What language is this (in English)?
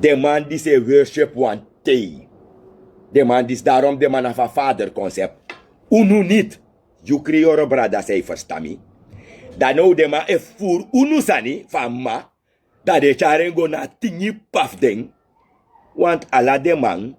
Sranan Tongo